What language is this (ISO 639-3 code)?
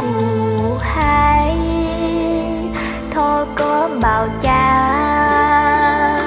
hmn